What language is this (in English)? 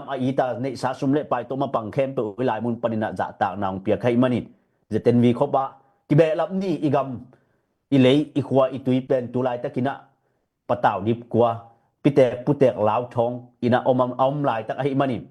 Tedim Chin